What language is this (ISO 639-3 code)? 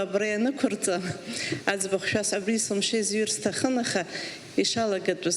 abk